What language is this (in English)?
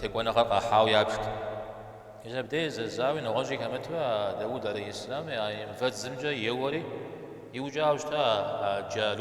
Kabardian